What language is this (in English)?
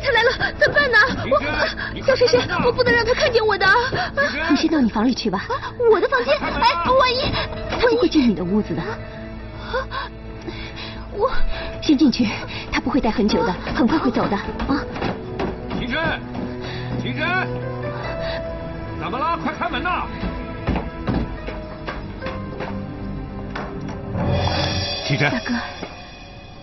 Chinese